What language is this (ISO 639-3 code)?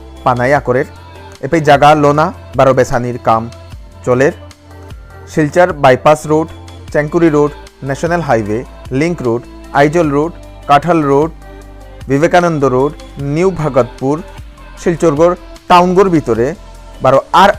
bpy